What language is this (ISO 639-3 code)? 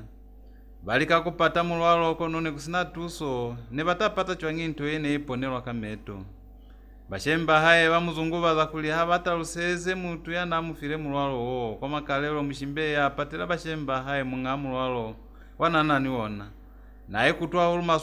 loz